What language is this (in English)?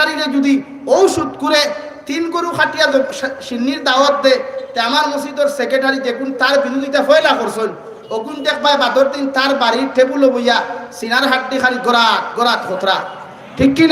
Sylheti